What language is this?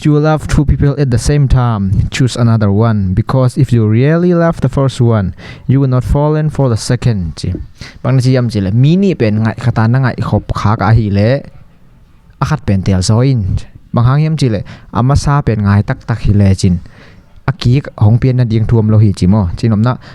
Tedim Chin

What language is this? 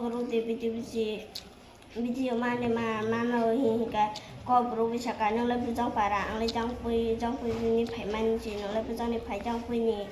Riang (India)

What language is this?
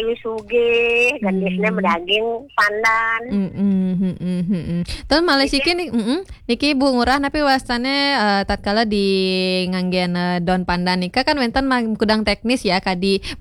Balinese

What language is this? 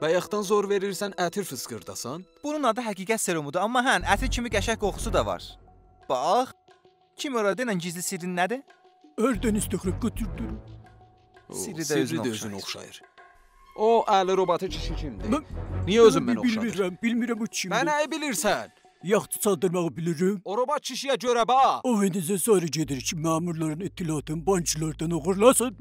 South Azerbaijani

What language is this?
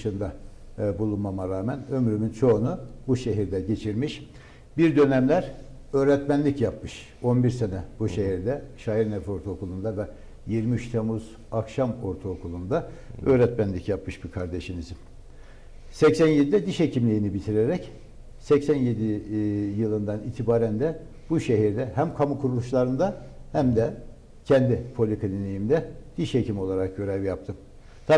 Turkish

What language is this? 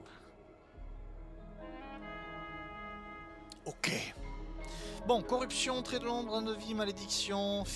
French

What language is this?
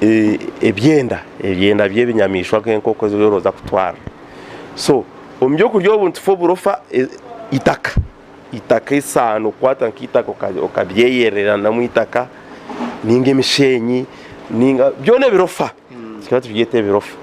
Nyankole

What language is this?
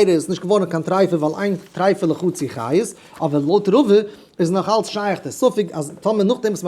Yiddish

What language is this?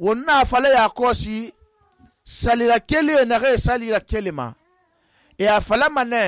Susu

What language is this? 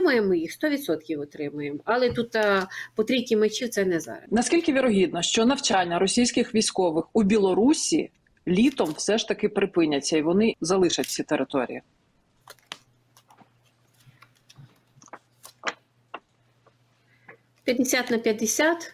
Ukrainian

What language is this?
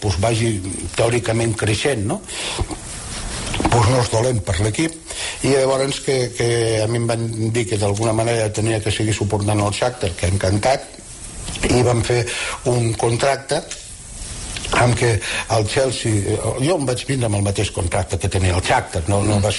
Catalan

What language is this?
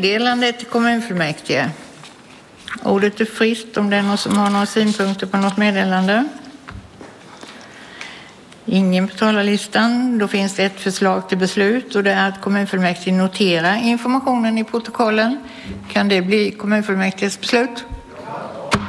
Swedish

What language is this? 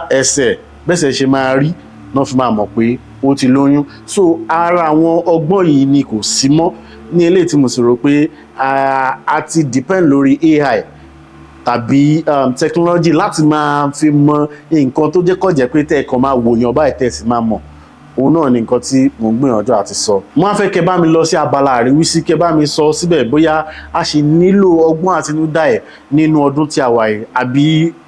Yoruba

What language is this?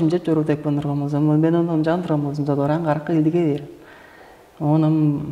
Tuvinian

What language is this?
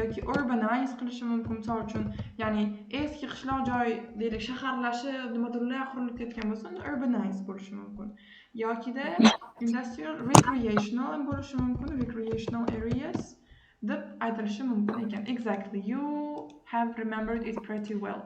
Uzbek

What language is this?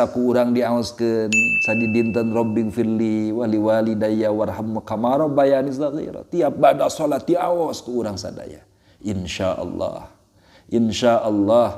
Sundanese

